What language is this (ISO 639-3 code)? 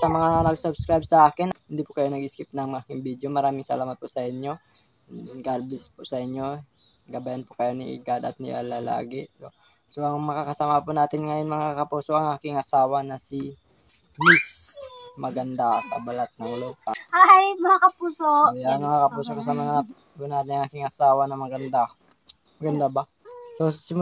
fil